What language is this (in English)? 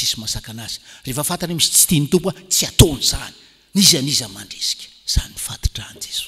Malagasy